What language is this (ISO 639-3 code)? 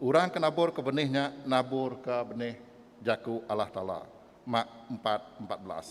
iba